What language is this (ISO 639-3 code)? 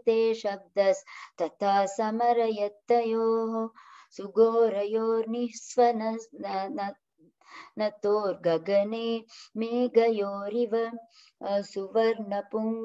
san